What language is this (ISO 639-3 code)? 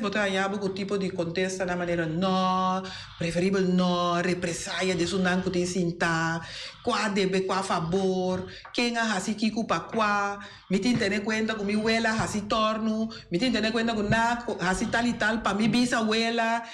pap